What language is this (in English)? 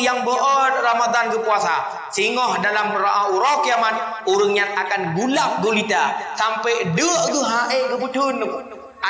Achinese